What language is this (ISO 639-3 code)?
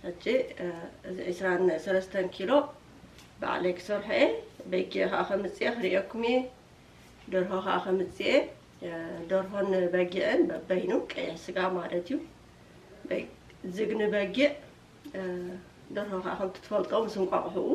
tir